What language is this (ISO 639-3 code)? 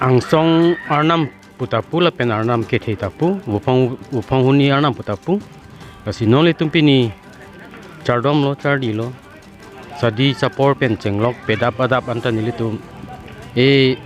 mjw